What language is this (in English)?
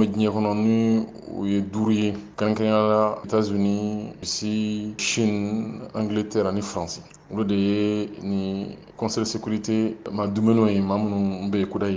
Bambara